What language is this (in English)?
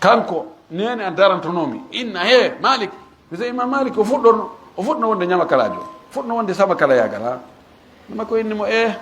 Fula